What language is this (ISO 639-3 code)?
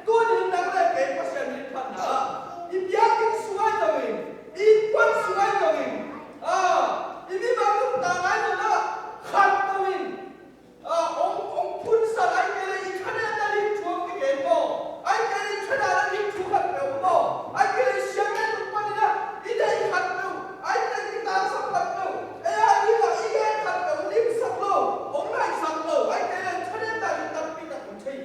ctd